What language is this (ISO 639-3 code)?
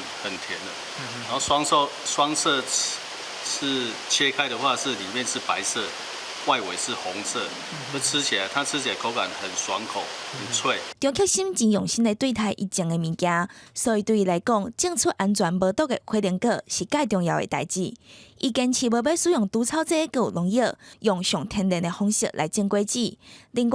nan